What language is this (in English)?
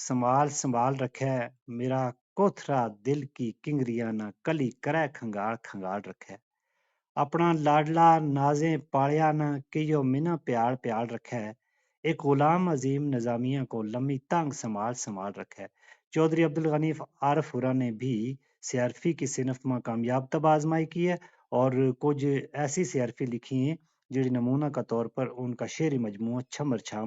Gujari